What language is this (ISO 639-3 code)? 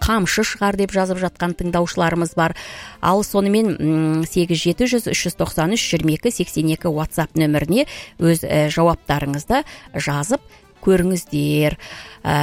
kaz